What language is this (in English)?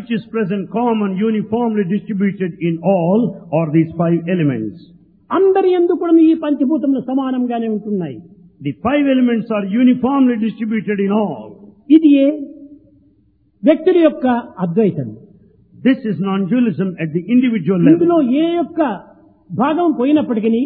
Telugu